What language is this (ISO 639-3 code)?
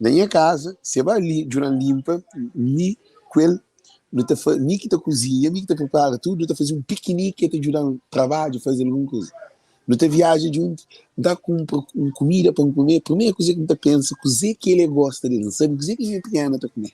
kea